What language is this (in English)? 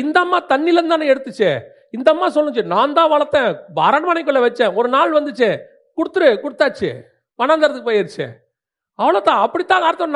Tamil